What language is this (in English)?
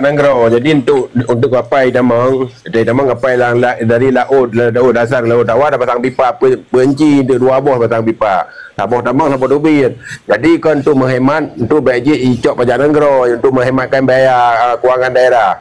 Achinese